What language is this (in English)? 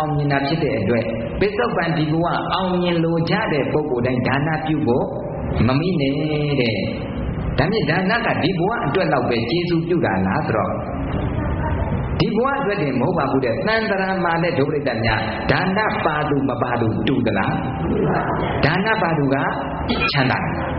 Burmese